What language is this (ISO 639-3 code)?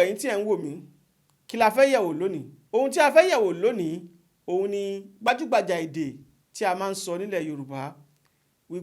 yor